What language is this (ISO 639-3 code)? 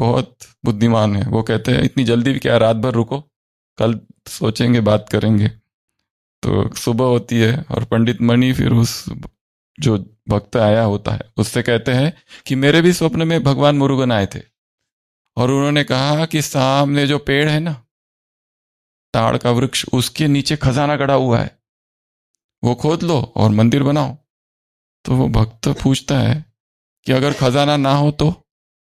hin